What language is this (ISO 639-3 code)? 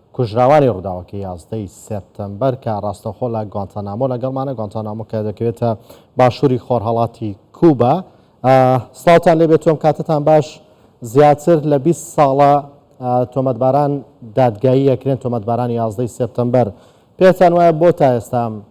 ckb